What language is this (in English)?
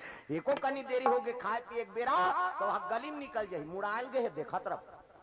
Chhattisgarhi